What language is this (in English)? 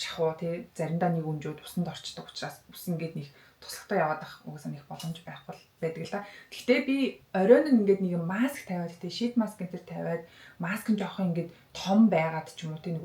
Mongolian